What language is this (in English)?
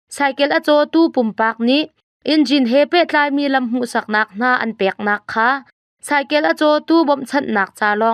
Hakha Chin